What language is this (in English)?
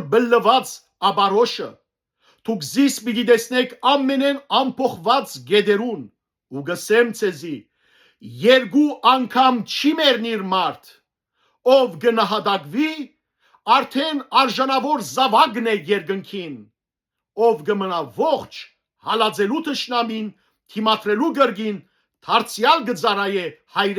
Western Armenian